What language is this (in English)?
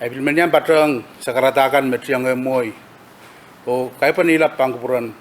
Pohnpeian